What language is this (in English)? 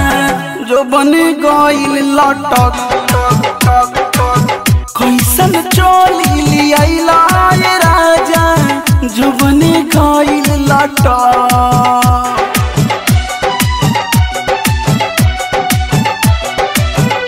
Bhojpuri